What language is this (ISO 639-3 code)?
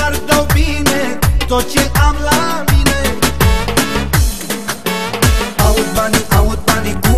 ron